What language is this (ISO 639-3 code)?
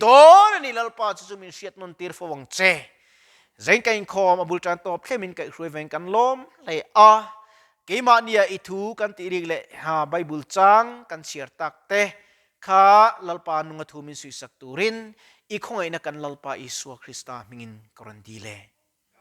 lus